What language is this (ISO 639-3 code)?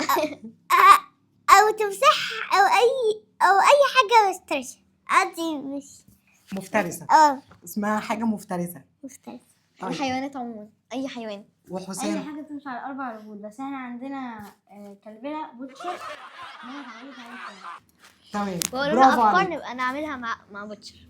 arz